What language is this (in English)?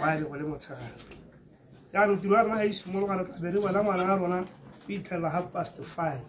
Tswana